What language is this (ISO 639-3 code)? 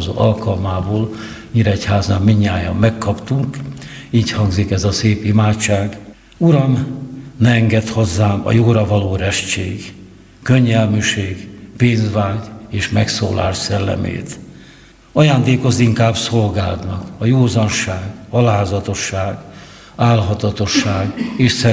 hun